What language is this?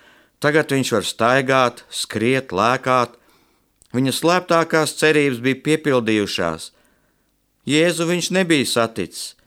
Latvian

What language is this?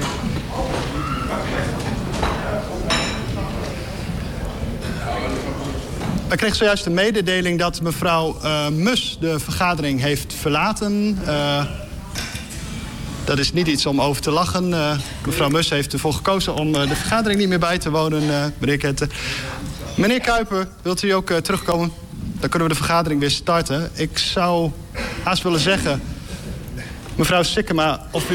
Dutch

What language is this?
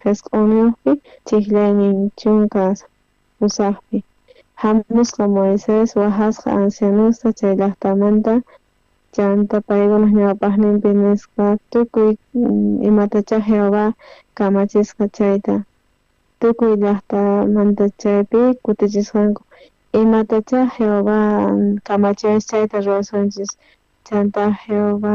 South Bolivian Quechua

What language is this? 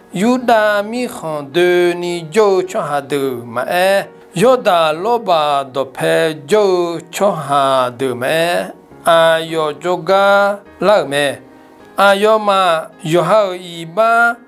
Akha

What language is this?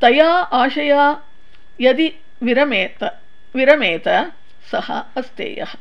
Sanskrit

